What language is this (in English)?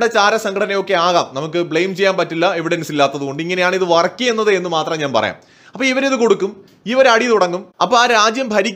Malayalam